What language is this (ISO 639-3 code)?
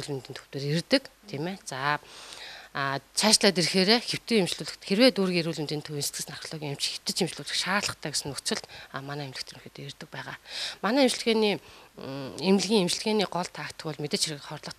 mon